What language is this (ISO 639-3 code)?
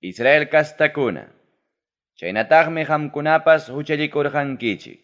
quy